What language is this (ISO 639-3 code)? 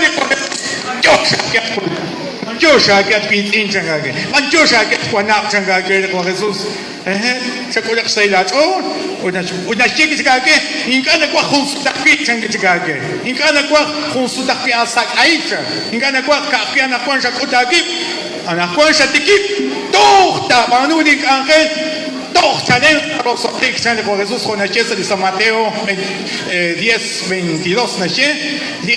kek